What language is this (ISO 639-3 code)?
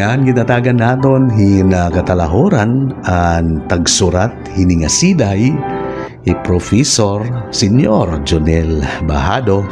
war